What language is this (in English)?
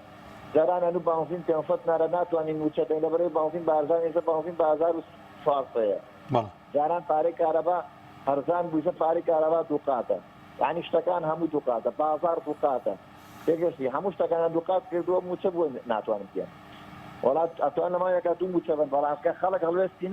Central Kurdish